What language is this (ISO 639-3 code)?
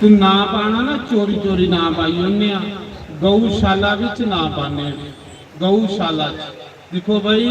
doi